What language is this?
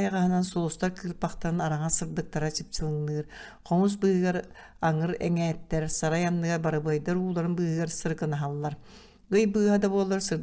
Yakut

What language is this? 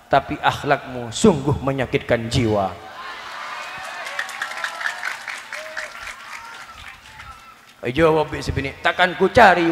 Malay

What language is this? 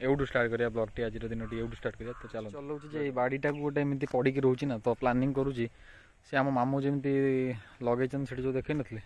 Odia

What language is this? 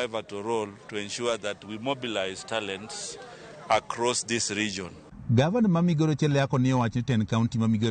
Luo (Kenya and Tanzania)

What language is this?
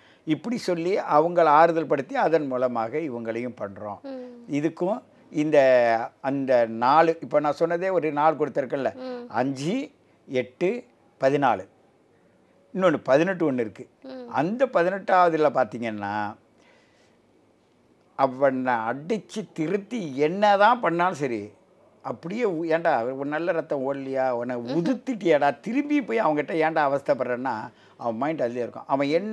Tamil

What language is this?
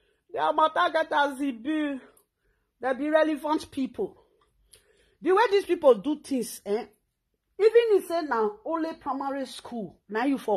Nigerian Pidgin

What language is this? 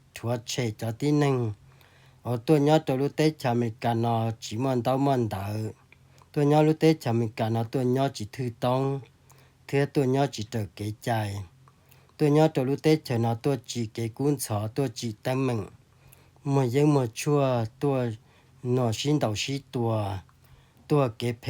Hmong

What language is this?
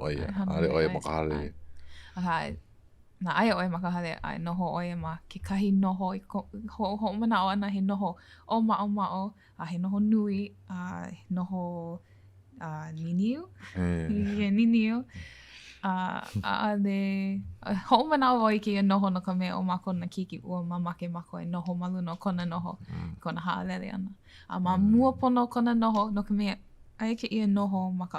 Hawaiian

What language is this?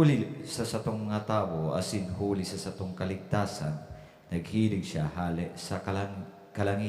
Bikol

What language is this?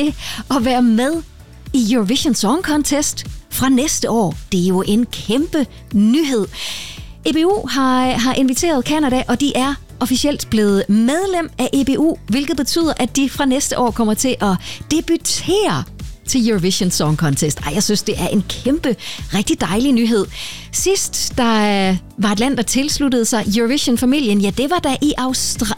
Danish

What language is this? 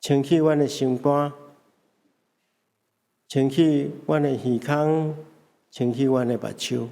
Min Nan Chinese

